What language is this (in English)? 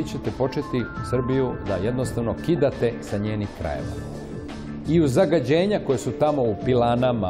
Serbian